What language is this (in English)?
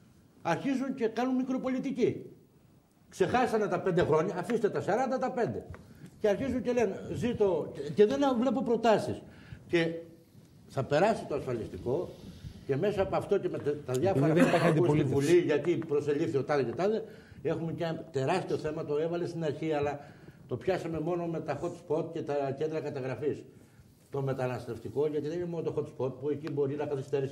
Greek